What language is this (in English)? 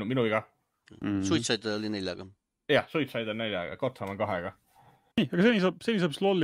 Estonian